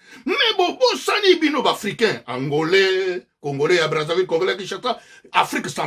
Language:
Lingala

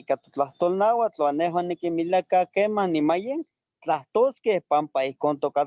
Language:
Eastern Huasteca Nahuatl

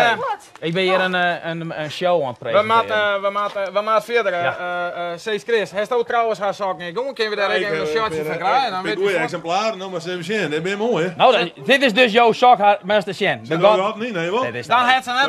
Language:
Western Frisian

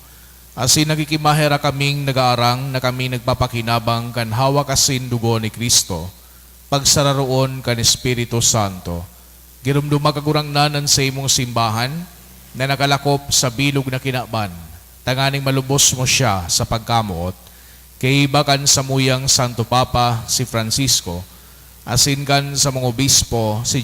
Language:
Bikol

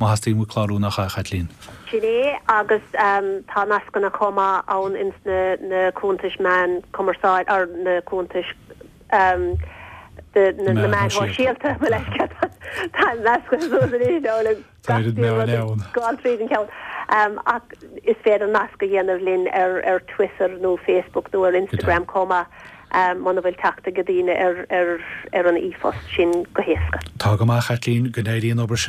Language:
Irish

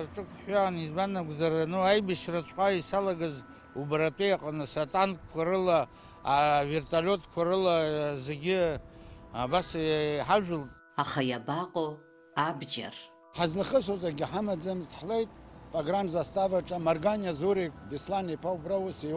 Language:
Abkhazian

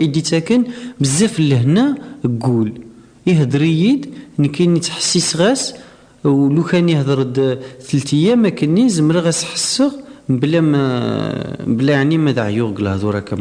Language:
Kabyle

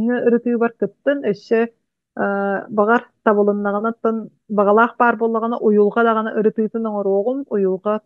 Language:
Yakut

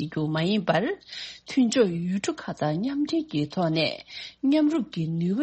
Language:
Tibetan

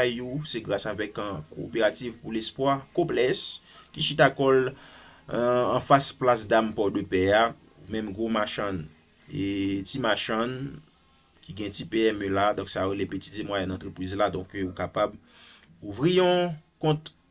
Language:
Haitian Creole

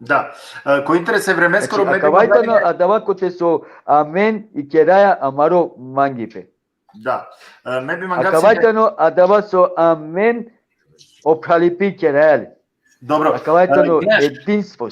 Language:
Balkan Romani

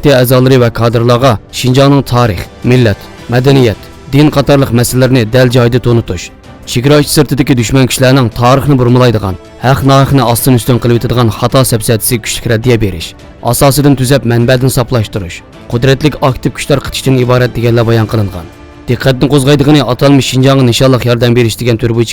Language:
Uyghur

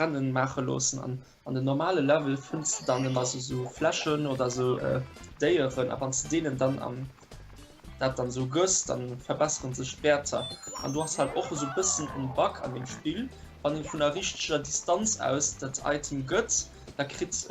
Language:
Luxembourgish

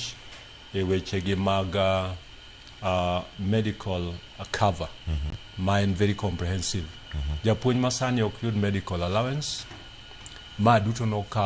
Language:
Luo (Kenya and Tanzania)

